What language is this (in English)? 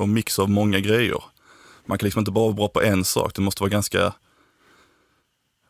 Swedish